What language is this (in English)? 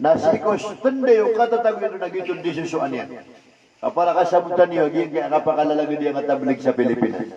Maranao